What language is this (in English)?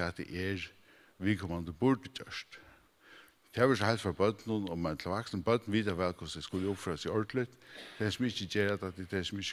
Faroese